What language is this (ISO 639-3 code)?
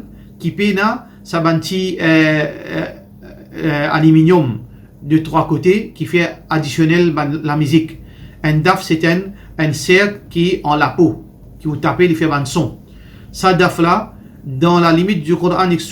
mfe